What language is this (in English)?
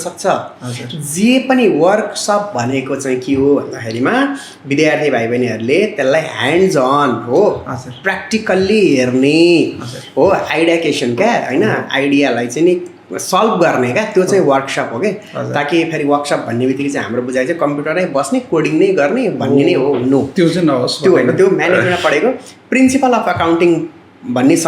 Nepali